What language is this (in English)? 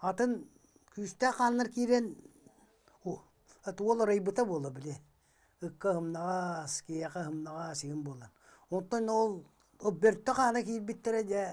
Yakut